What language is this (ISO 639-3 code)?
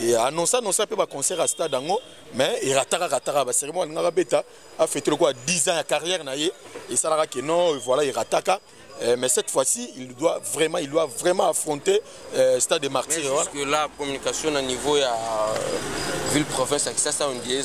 lin